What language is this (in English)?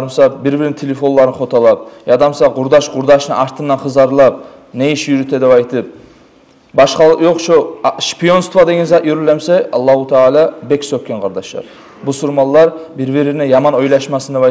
Kumyk